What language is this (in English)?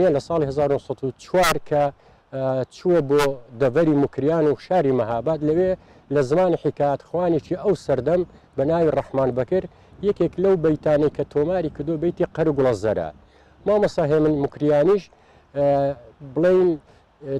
Central Kurdish